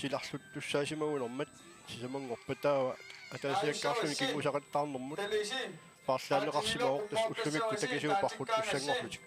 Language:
Kalaallisut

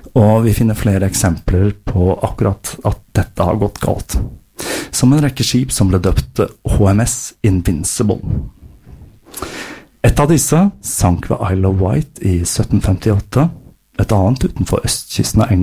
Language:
Norwegian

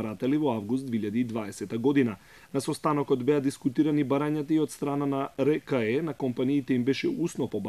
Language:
Macedonian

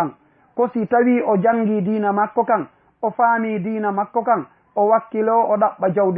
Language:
Fula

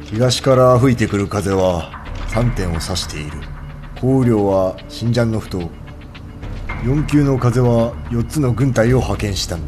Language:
Japanese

